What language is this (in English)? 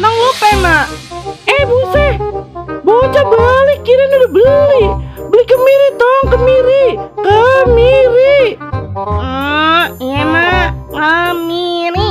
Betawi